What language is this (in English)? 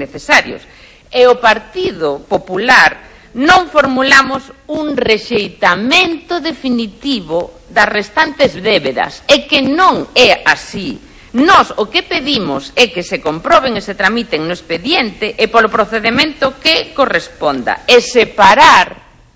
Galician